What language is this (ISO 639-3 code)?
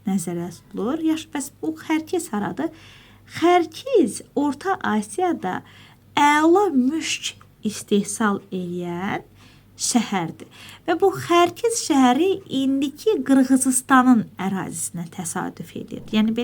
aze